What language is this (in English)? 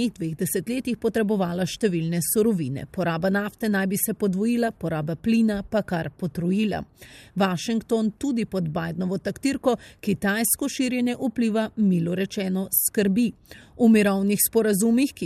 Slovenian